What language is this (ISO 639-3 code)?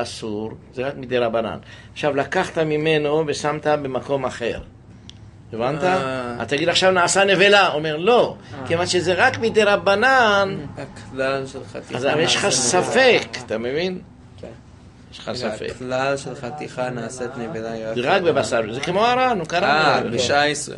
heb